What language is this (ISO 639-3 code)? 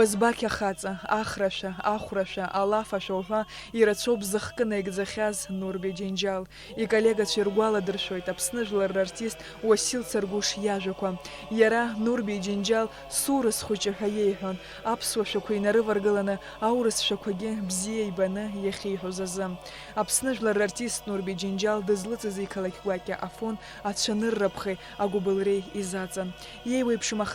abk